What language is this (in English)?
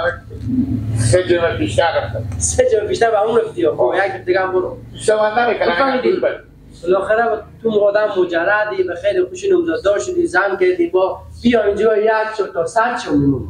Persian